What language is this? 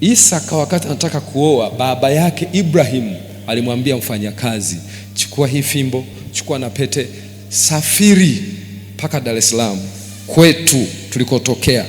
Swahili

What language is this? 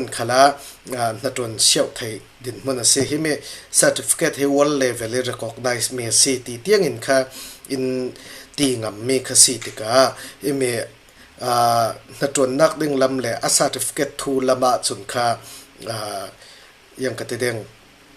Falam Chin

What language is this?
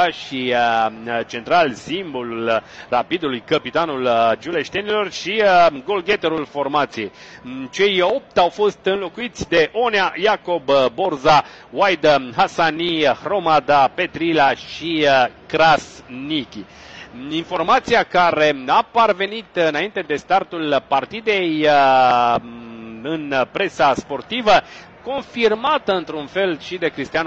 Romanian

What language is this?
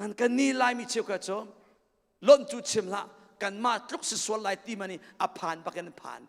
Hakha Chin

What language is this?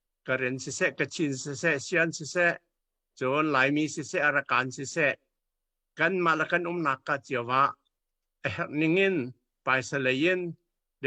Hakha Chin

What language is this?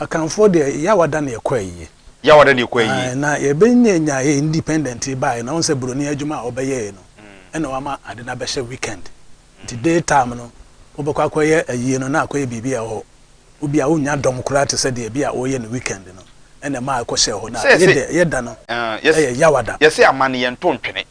Akan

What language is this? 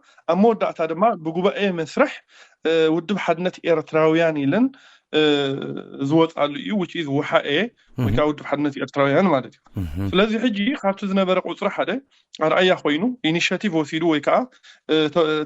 Tigrinya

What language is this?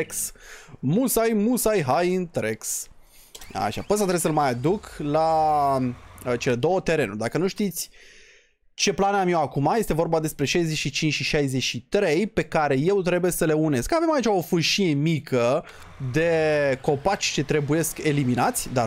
Romanian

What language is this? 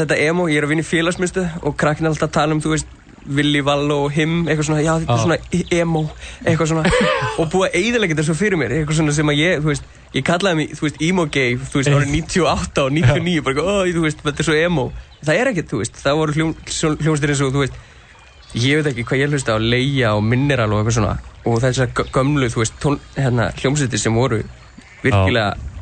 Icelandic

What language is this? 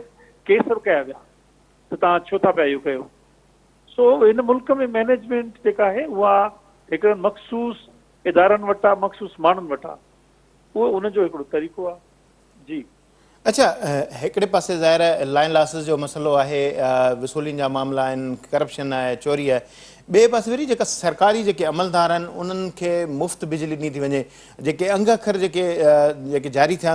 Sindhi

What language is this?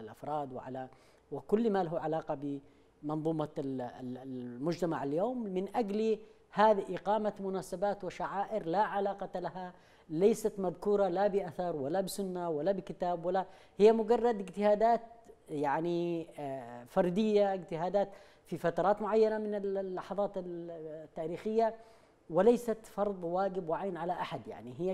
Arabic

